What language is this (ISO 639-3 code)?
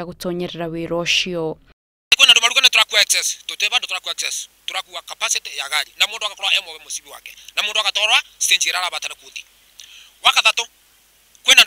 kik